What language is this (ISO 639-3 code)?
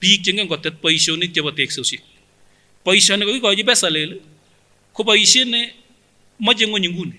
sgc